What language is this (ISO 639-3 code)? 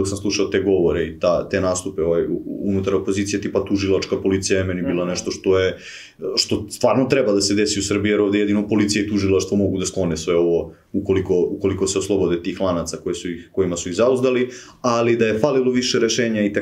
srp